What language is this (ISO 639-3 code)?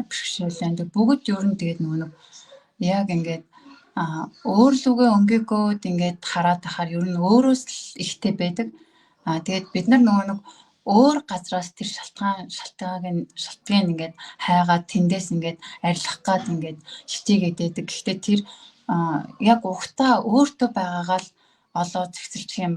mon